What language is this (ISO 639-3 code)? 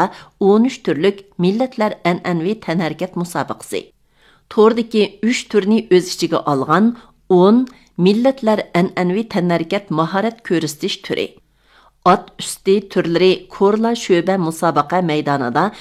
uig